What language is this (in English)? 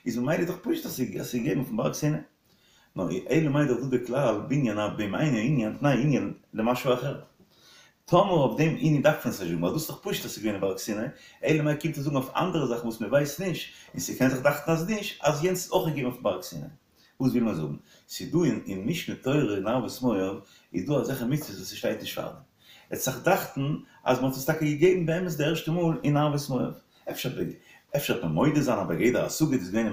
Yiddish